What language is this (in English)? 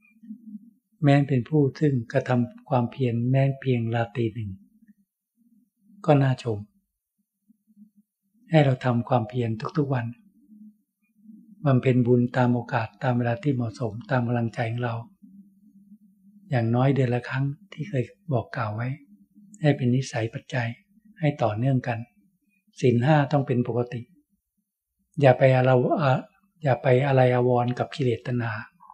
Thai